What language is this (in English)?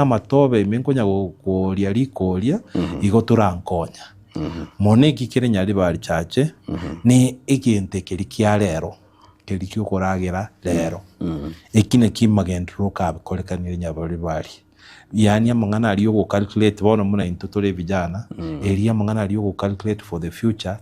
Gusii